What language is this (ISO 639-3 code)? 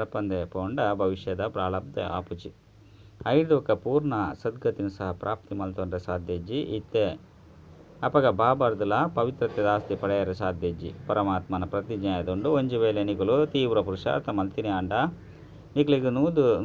tcy